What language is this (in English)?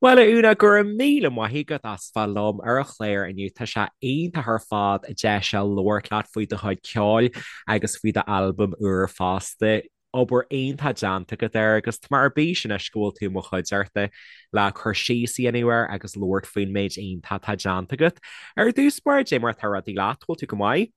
Irish